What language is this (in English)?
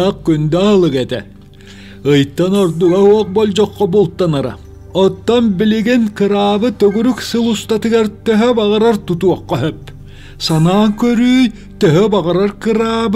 Yakut